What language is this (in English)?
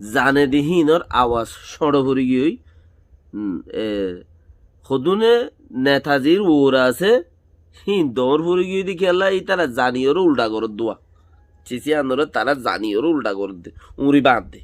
Rohingya